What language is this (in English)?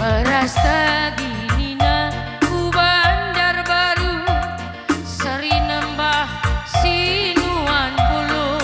Batak Karo